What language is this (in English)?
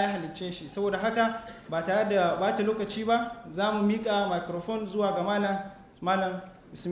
Hausa